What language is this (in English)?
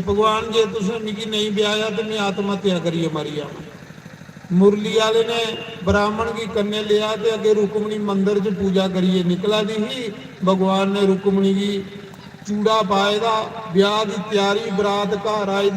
Dogri